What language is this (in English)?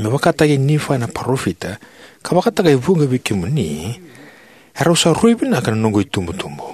Fijian